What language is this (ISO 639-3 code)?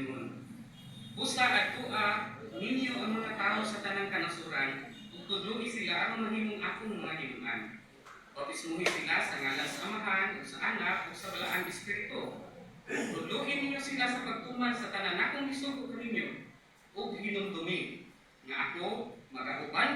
ceb